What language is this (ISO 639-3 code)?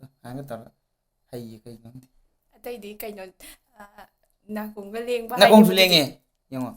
mni